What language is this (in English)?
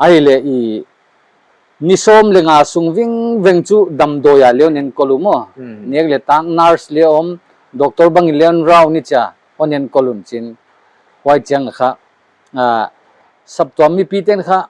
Paite Chin